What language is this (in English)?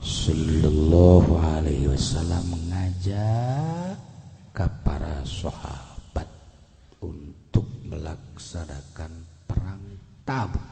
Sundanese